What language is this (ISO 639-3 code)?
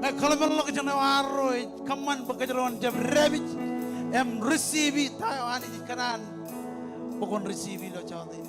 mah